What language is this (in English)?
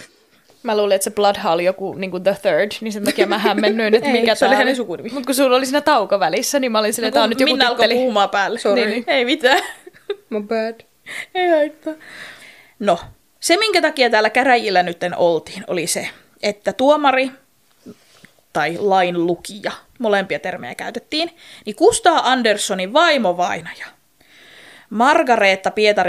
Finnish